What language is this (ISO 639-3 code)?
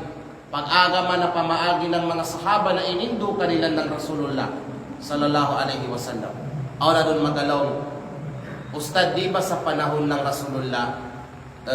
kqe